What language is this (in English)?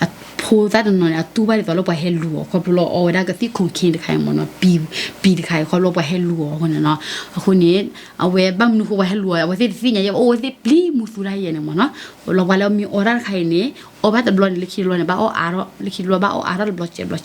S'gaw Karen